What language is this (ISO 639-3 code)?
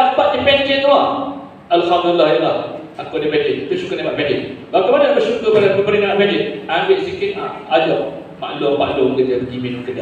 msa